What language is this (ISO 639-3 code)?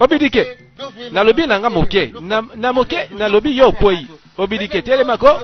lin